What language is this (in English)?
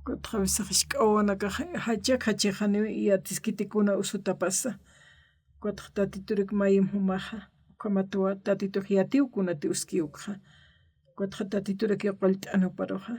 Aymara